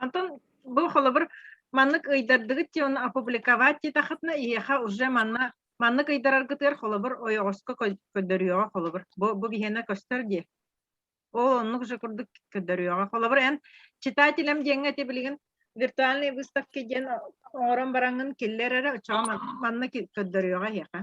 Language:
Yakut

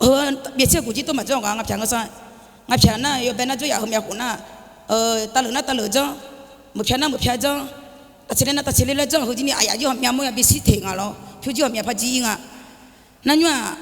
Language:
Akha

